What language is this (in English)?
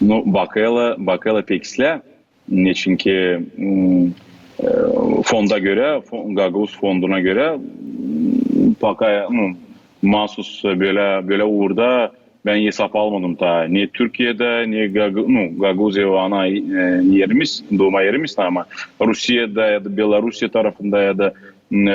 Gagauz